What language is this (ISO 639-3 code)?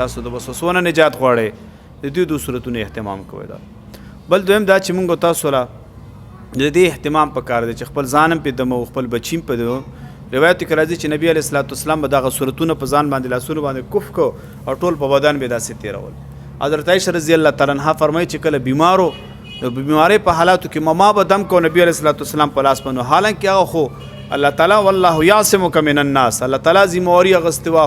pus